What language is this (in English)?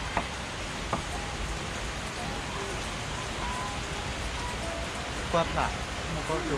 S'gaw Karen